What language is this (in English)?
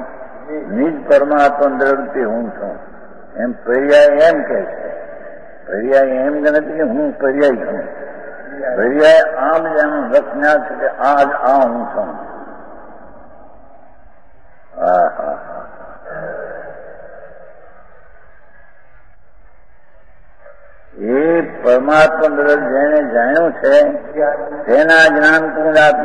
Gujarati